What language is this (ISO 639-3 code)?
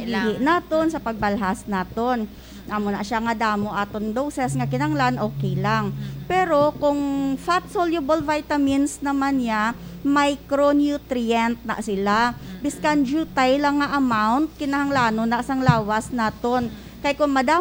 hil